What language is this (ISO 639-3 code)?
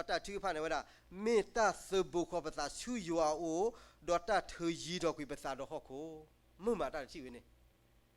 ksw